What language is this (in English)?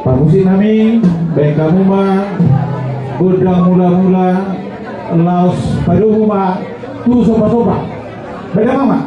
Batak Toba